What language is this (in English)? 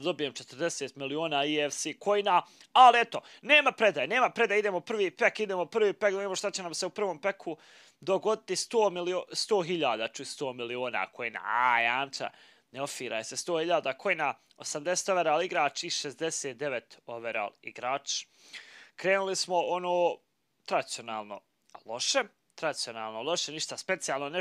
Bosnian